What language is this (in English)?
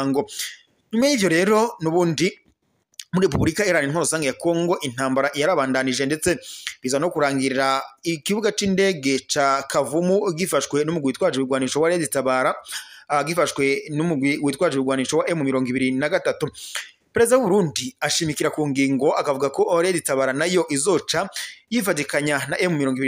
Rundi